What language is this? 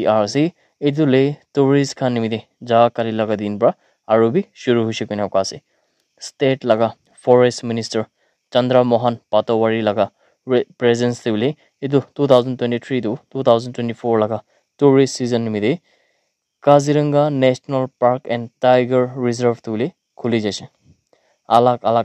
Naga Pidgin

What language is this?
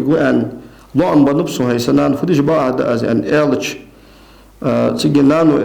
Ingush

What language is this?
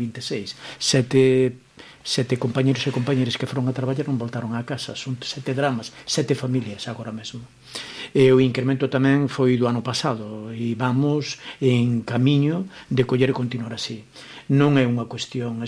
Galician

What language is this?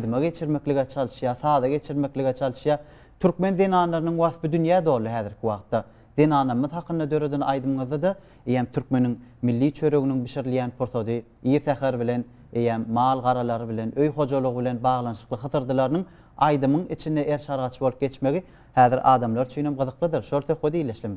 Turkmen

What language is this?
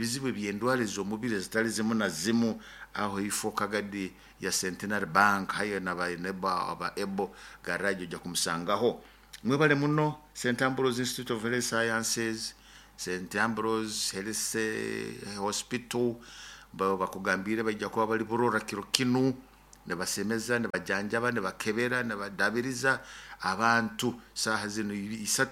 Nyoro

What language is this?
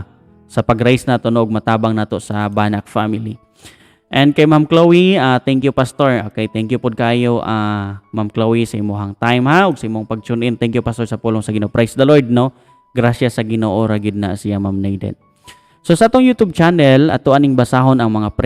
Cebuano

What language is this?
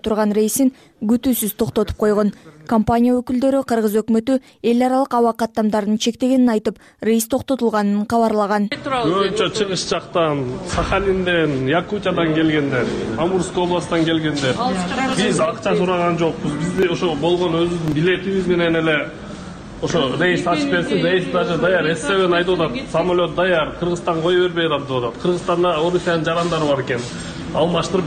Kyrgyz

